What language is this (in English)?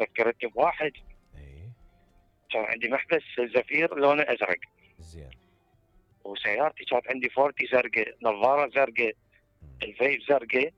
Mesopotamian Arabic